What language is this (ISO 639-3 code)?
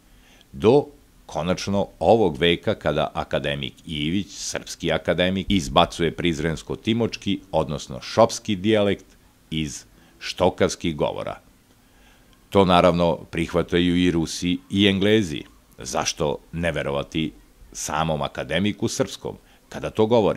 srp